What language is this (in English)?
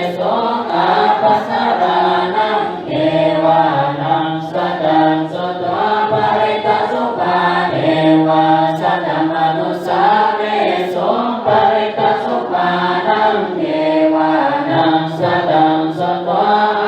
Pali